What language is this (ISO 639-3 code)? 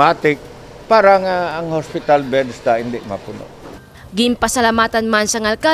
hil